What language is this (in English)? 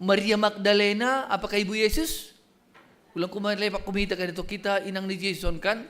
Batak Simalungun